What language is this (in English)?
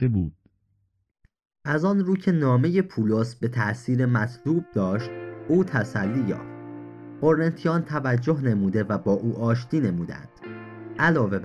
Persian